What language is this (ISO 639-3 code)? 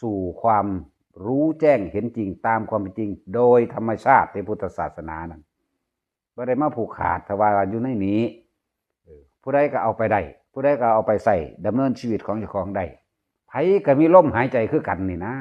tts